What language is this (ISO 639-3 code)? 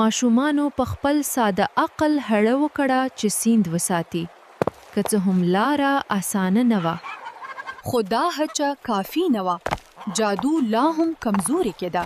pus